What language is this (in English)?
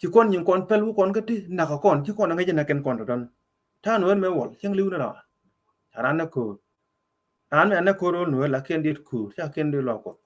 Nuer